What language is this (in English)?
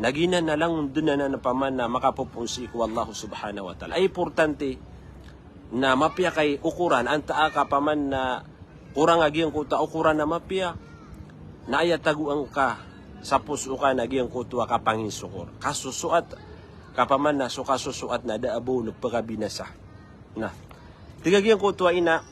Maranao